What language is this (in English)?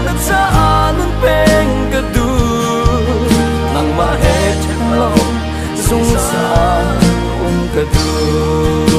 Hakha Chin